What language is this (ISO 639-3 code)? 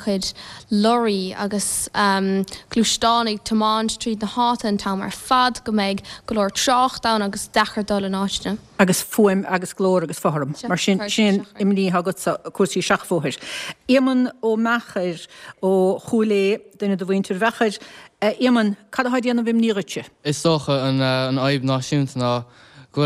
gle